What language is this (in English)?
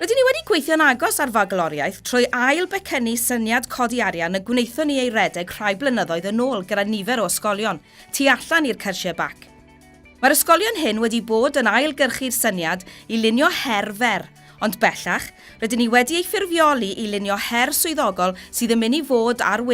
Welsh